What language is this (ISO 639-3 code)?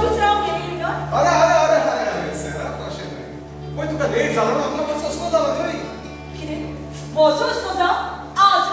kok